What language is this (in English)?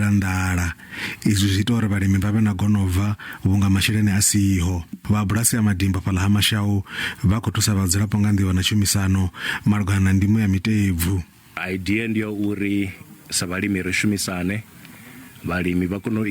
Venda